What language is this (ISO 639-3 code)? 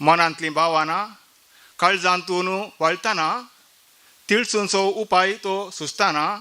kok